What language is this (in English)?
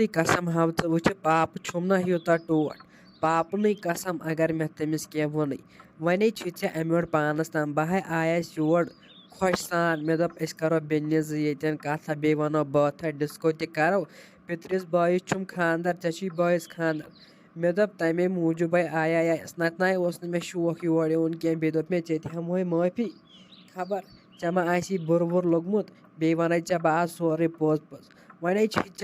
Kashmiri